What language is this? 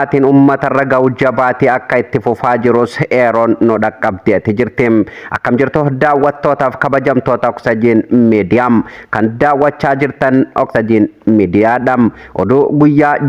Oromo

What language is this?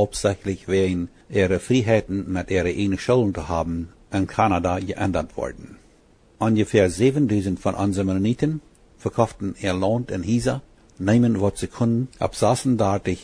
Plautdietsch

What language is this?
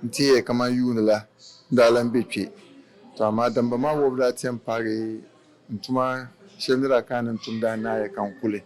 Dagbani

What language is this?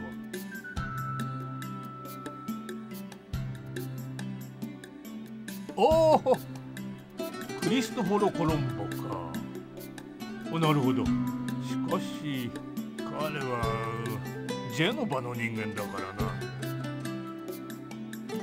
Japanese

